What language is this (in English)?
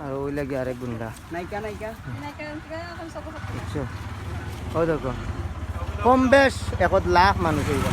Sylheti